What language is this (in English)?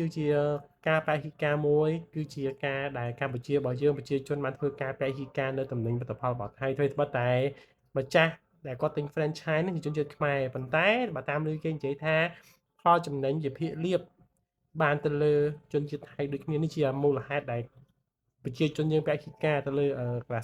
Khmer